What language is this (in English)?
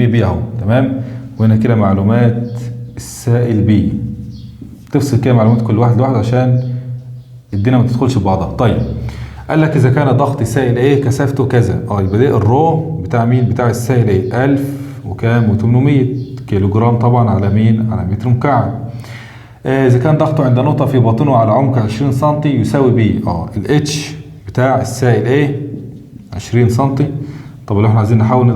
Egyptian Arabic